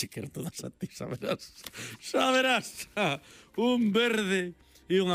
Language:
Galician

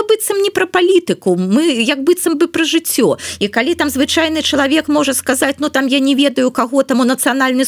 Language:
Belarusian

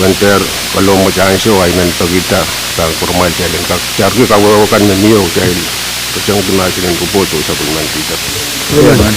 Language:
Pohnpeian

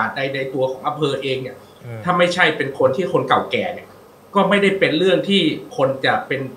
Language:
Thai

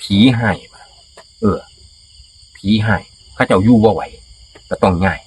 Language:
Northeastern Thai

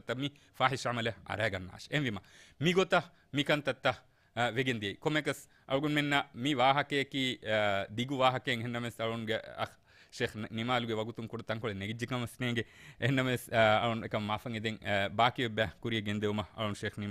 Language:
Divehi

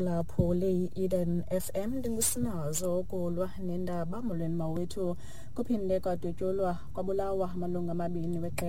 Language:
Xhosa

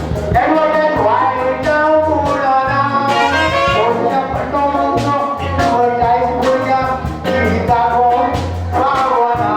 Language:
Konkani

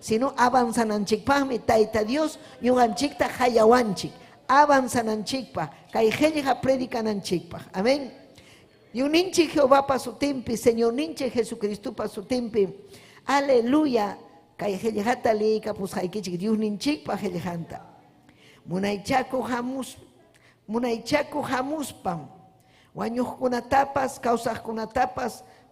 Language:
Ayacucho Quechua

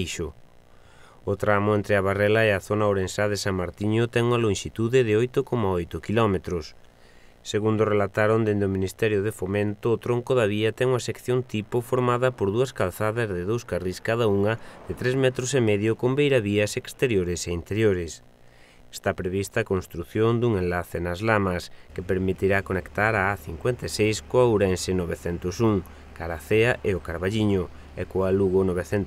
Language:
Galician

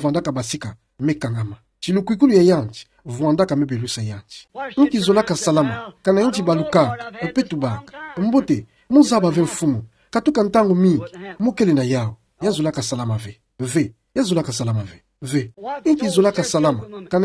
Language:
Kituba (Democratic Republic of Congo)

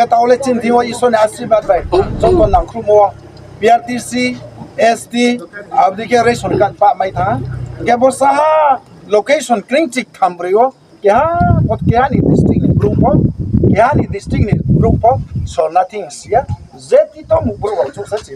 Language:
Riang (India)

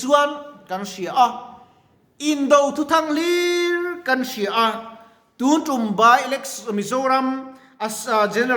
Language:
Mizo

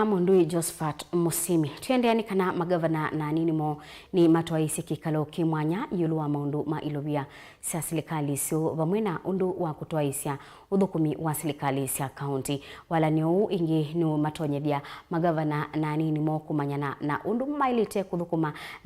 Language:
Kamba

